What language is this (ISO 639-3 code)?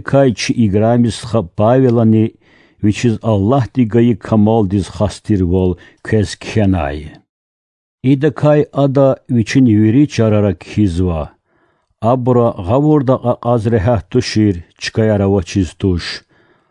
lez